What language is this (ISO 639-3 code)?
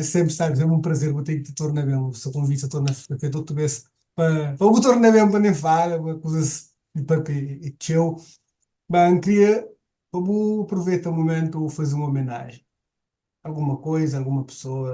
kea